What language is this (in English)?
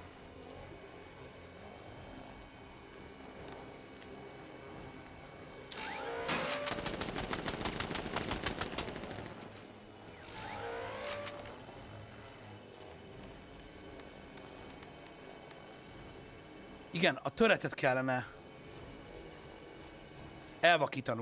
Hungarian